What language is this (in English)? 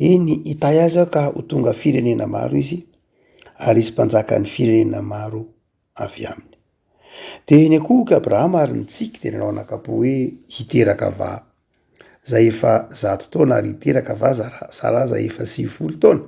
Malagasy